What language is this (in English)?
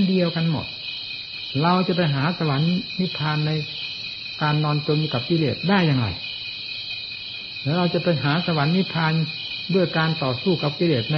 Thai